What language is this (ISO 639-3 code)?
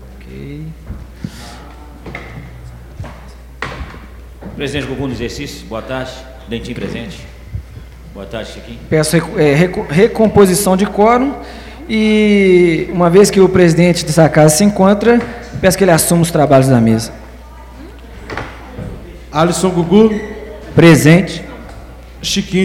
por